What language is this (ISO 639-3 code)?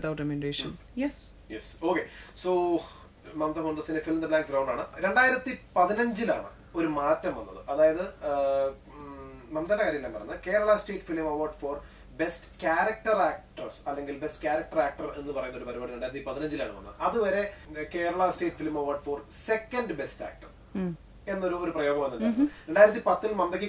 mal